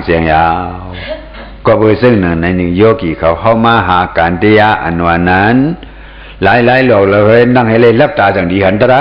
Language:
Shan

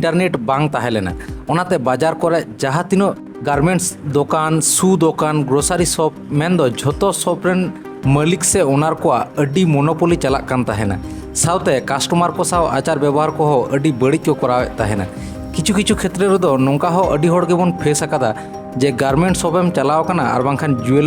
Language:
Santali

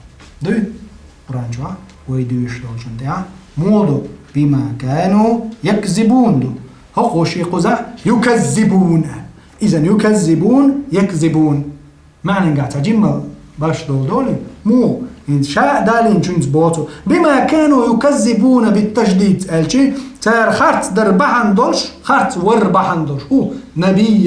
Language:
Chechen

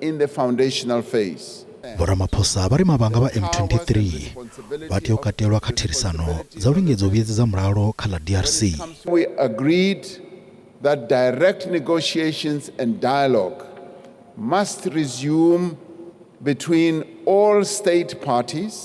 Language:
Venda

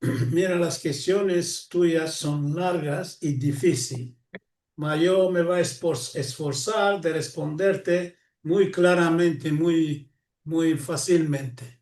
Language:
Ladino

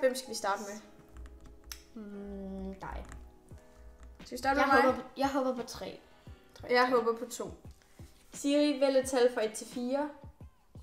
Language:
Danish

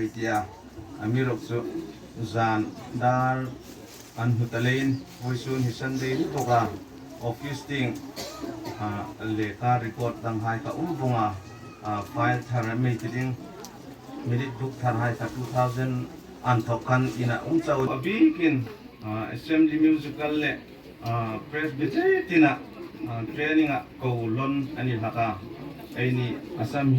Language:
Hmar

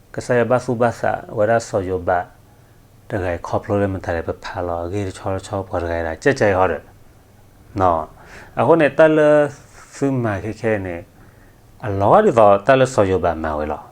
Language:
S'gaw Karen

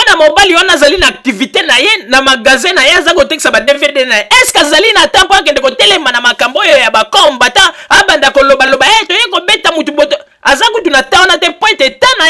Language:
Lingala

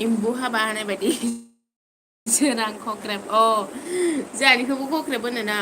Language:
Bodo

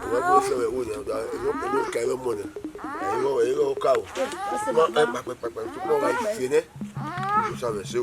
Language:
Bini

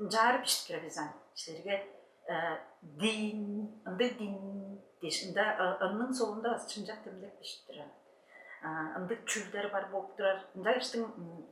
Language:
Tuvinian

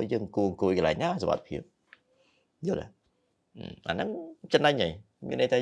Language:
Khmer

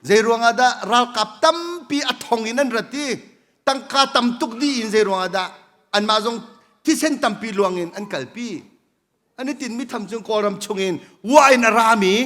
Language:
Hakha Chin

